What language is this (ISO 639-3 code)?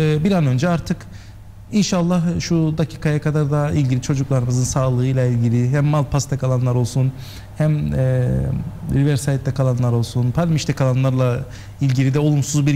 tur